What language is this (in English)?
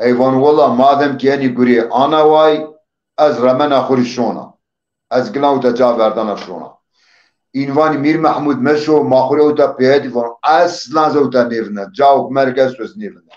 Zaza